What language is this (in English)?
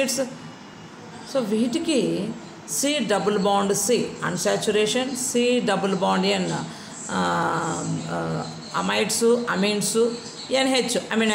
Telugu